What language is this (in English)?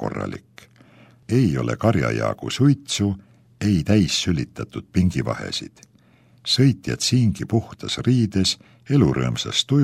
Estonian